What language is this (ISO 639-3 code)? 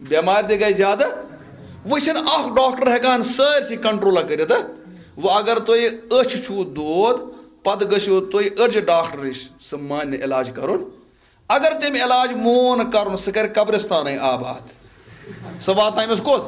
kas